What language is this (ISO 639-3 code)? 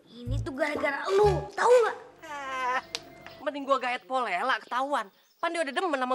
bew